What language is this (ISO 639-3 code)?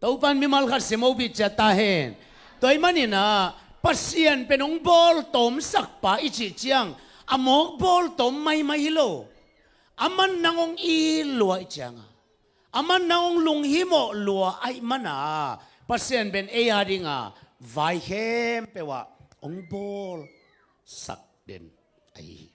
ctd